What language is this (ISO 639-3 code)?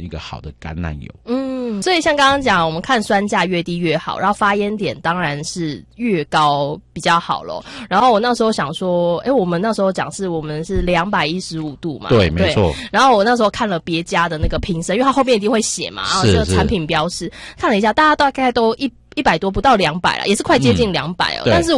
zho